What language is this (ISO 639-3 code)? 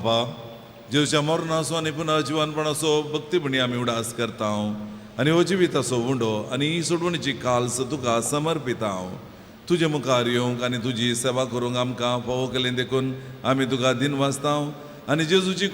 kok